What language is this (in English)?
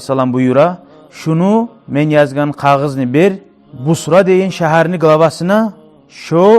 Kumyk